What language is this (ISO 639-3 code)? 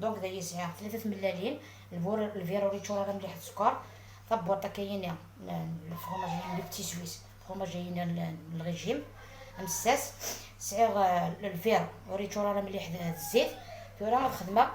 arq